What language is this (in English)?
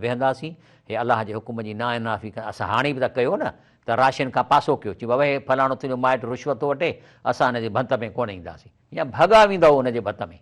Sindhi